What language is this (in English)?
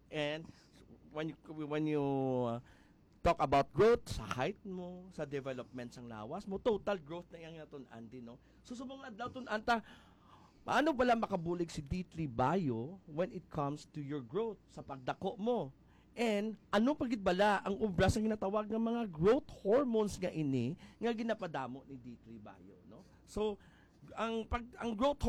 Hiligaynon